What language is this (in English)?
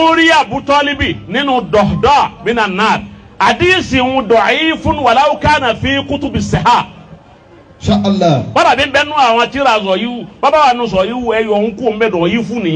Yoruba